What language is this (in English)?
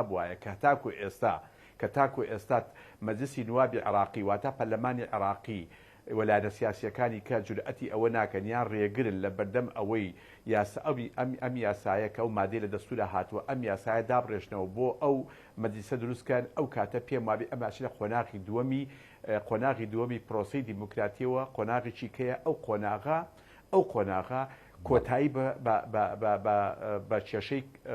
Central Kurdish